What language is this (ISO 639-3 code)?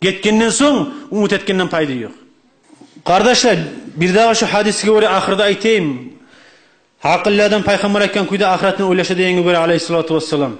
kum